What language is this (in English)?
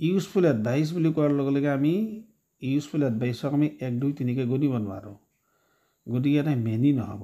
Assamese